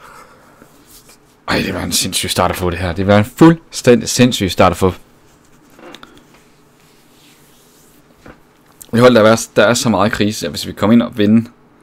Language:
Danish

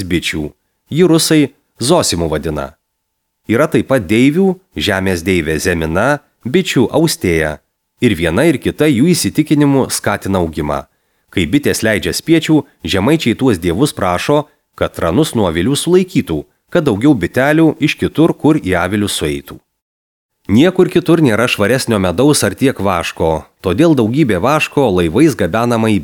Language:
Lithuanian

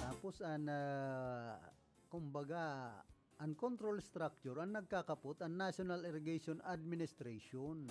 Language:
Bikol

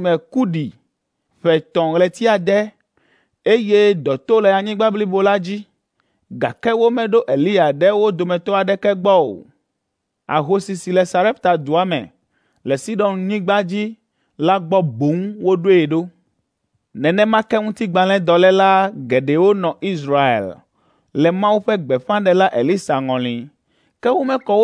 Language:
Ewe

